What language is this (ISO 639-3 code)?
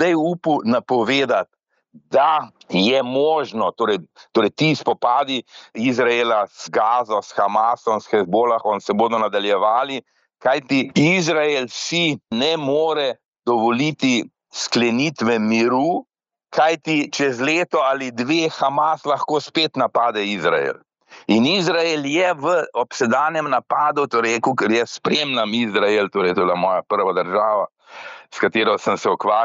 slv